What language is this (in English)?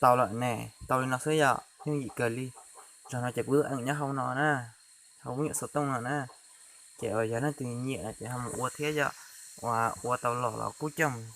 Hmong